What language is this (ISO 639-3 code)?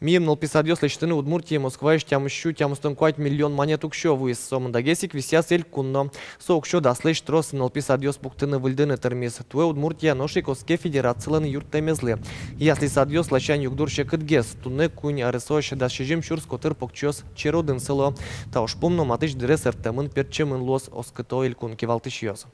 udm